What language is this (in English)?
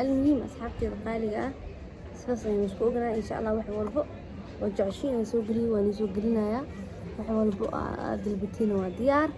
Somali